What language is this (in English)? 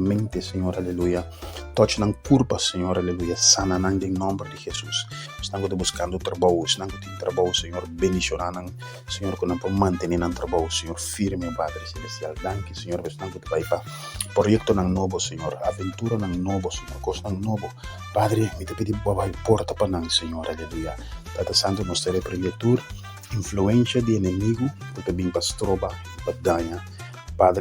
Papiamento